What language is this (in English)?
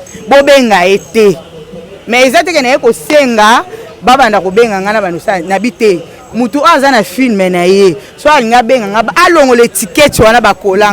Lingala